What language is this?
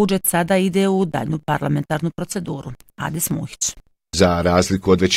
Bosnian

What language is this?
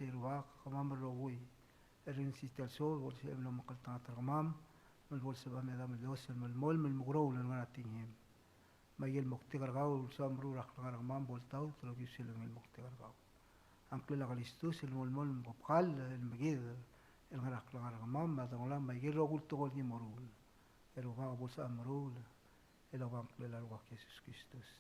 Palauan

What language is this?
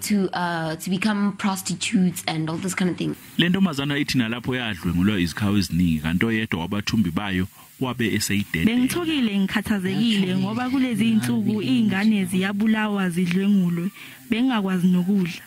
Zulu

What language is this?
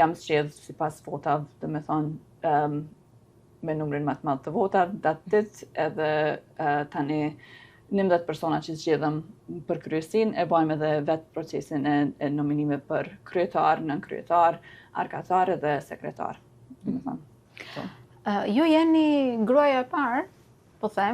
Albanian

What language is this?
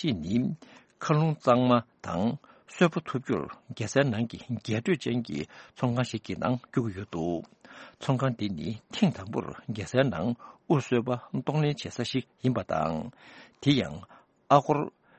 Tibetan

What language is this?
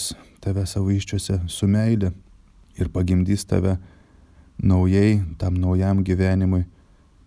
Lithuanian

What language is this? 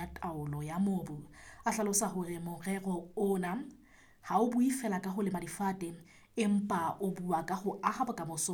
Southern Sotho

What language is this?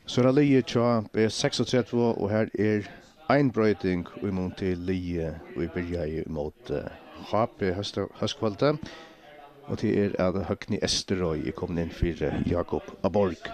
Faroese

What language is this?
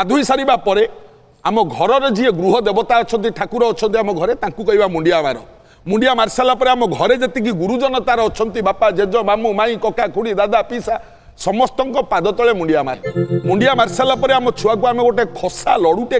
Odia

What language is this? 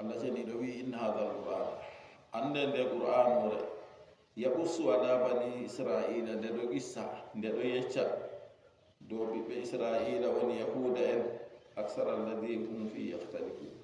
Fula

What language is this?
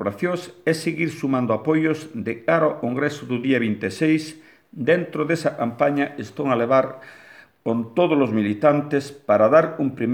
Galician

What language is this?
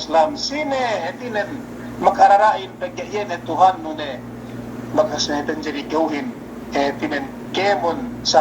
Yakan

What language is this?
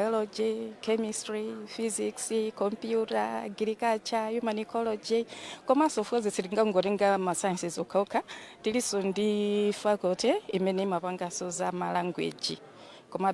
Nyanja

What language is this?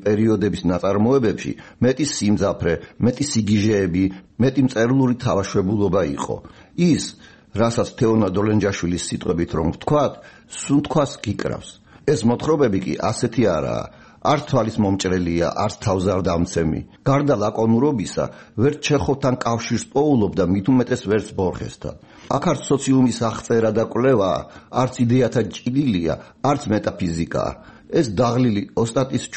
Georgian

